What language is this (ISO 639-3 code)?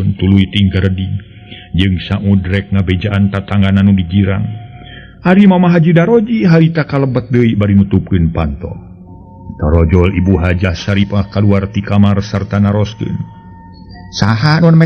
sun